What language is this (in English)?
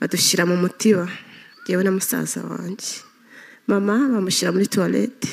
Kinyarwanda